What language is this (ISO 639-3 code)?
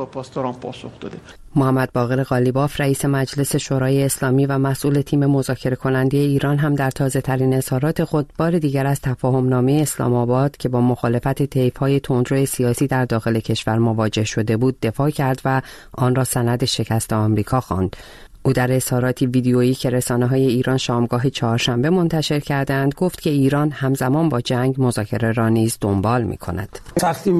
fas